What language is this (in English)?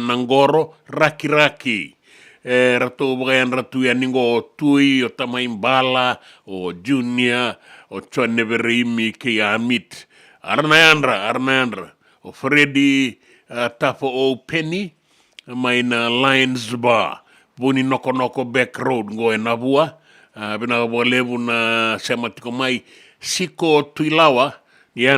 Fijian